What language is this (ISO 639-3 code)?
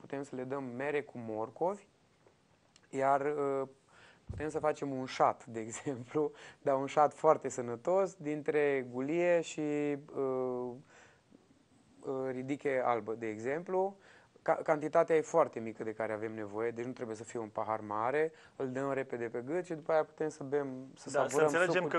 ron